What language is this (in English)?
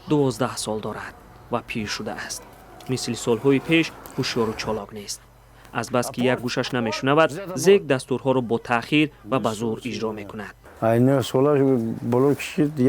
Tajik